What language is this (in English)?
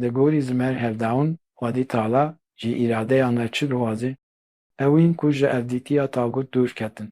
Kurdish